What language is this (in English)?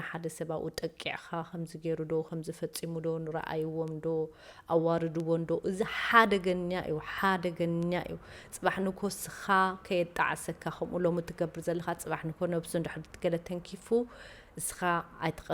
Tigrinya